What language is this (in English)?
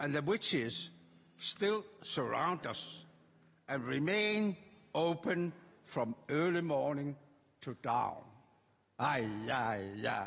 Kalaallisut